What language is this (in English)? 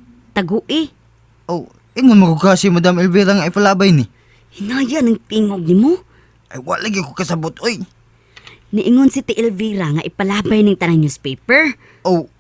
Cebuano